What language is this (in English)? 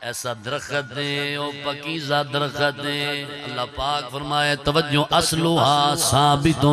Saraiki